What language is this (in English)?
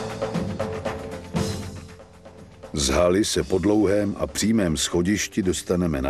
Czech